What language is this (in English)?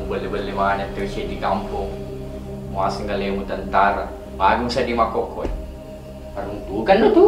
Buginese